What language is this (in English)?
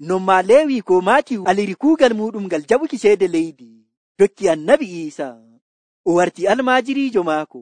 Nigerian Fulfulde